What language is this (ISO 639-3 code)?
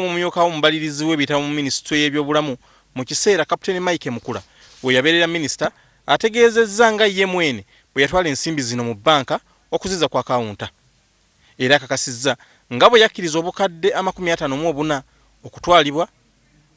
lug